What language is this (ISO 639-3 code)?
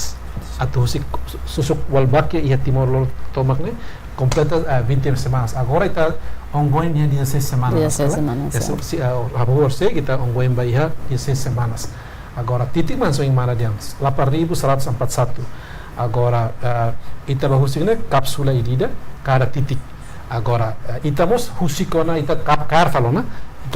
tet